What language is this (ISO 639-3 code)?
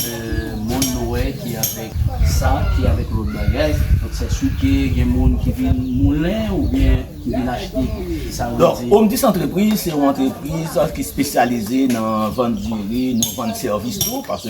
hat